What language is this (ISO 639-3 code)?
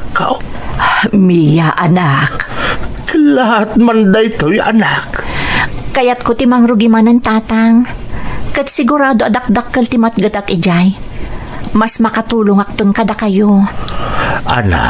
ilo